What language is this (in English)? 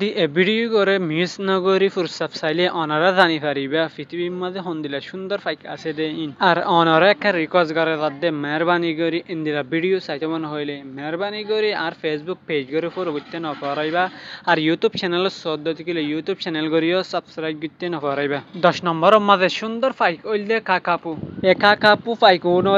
Rohingya